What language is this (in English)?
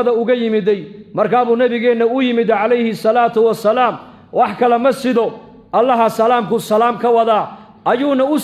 Somali